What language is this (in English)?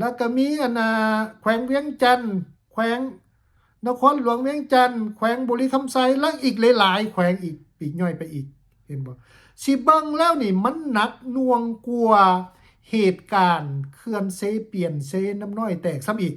Lao